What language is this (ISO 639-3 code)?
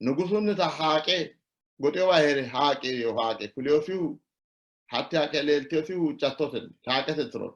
sid